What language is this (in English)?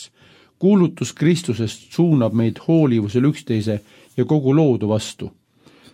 Estonian